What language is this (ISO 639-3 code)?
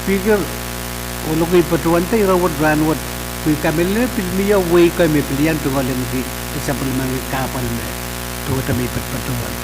pon